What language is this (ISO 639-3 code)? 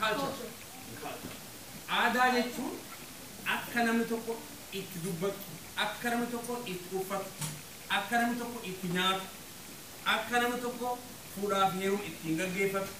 orm